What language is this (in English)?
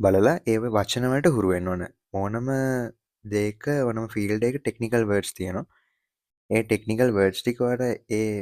Sinhala